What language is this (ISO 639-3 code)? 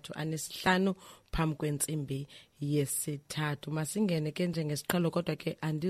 xho